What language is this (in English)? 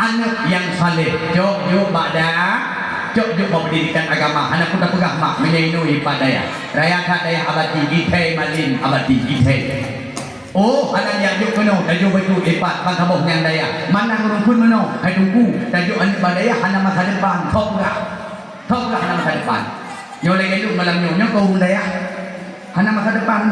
Achinese